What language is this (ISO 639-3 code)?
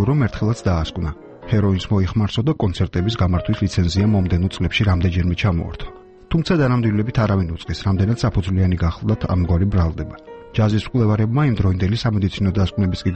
kat